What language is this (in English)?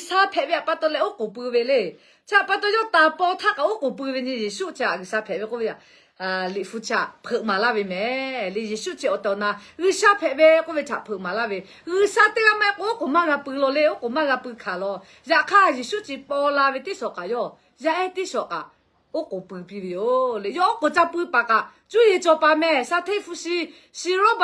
Lahu